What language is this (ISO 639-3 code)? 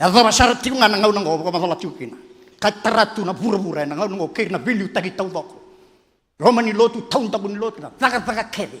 fij